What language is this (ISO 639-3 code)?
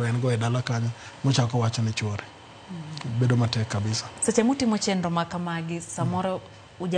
luo